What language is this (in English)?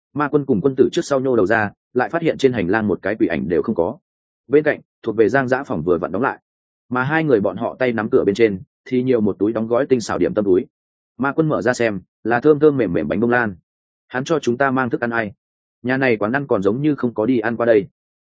Vietnamese